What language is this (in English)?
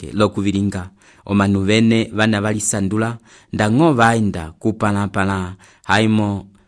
Umbundu